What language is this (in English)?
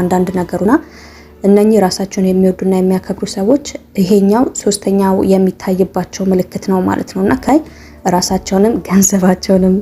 Amharic